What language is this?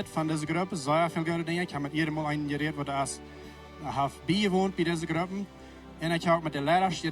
Plautdietsch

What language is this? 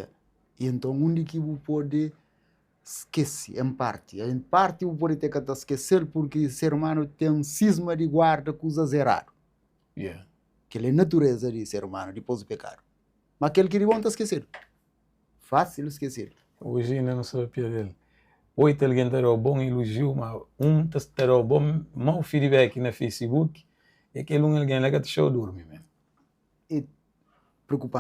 Kabuverdianu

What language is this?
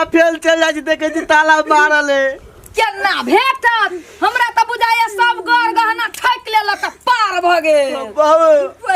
Maithili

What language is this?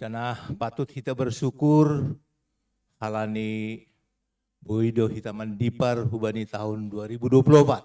Batak Simalungun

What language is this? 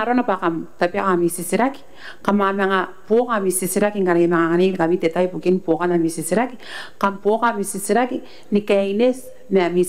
Gilbertese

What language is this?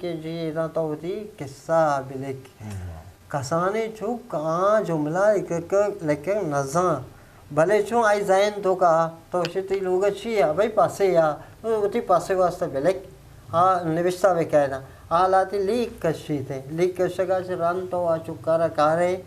Eastern Balochi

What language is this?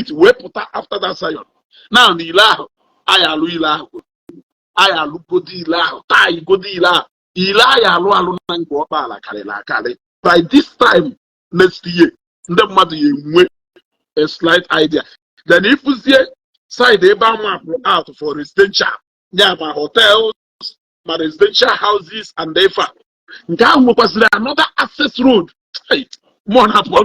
Igbo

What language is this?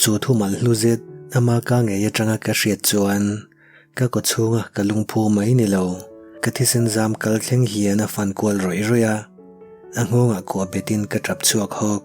Mizo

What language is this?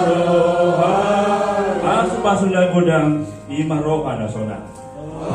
Batak Toba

